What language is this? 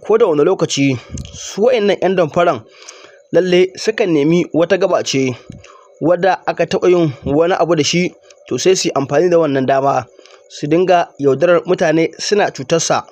Hausa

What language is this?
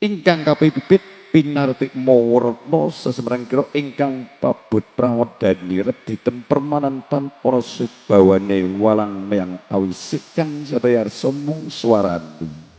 Javanese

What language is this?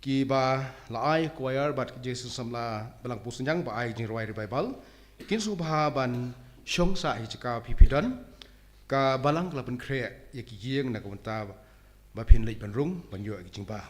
Khasi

